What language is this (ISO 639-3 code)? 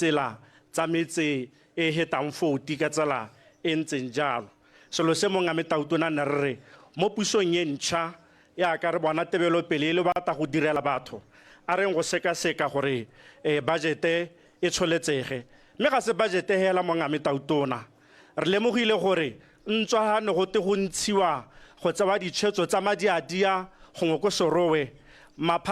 tsn